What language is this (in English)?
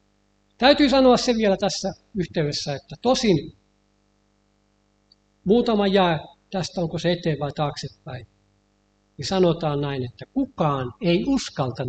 Finnish